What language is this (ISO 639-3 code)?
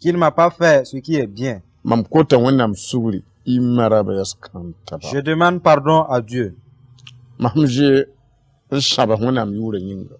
mos